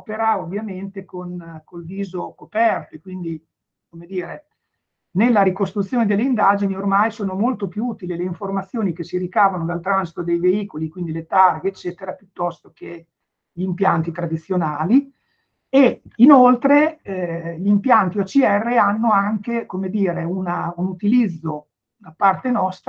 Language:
Italian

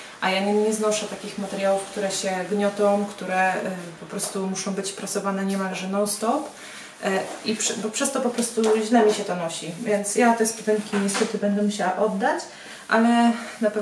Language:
Polish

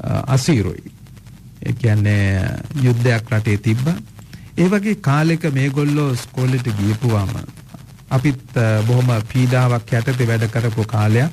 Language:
Sinhala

